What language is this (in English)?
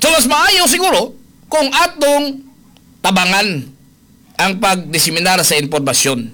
Cebuano